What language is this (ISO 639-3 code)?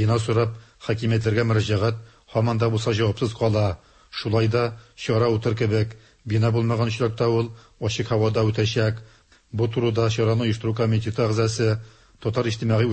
tat